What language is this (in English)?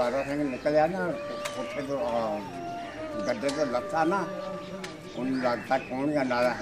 Punjabi